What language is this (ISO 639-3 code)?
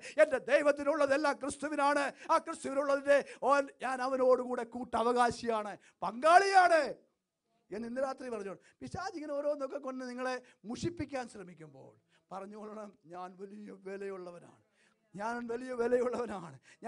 mal